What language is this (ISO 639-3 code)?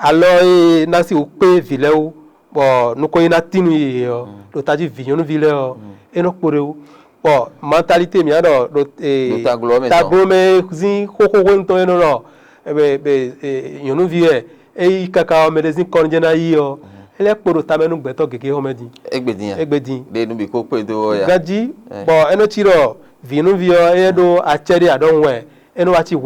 fon